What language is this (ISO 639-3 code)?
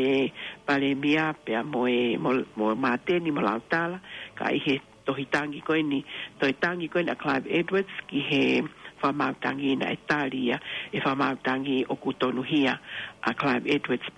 ton